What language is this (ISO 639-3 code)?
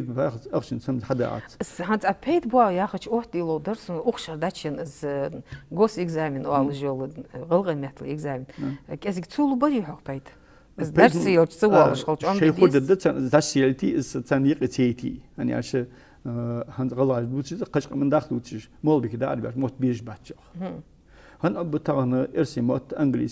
inh